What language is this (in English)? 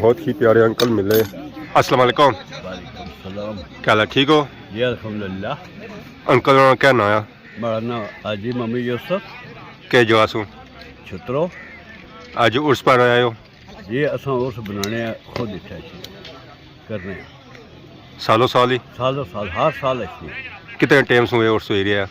Pahari-Potwari